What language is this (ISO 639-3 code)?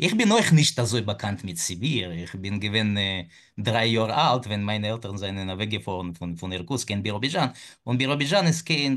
yid